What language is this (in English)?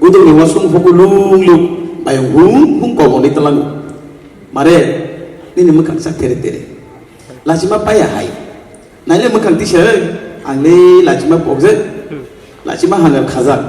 Kok Borok